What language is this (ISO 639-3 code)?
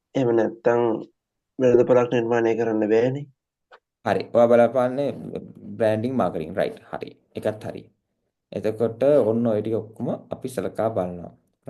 sin